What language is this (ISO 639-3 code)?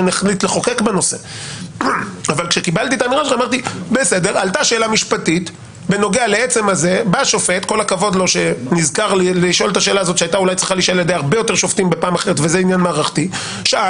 heb